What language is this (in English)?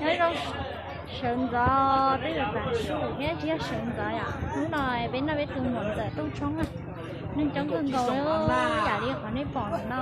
Hmong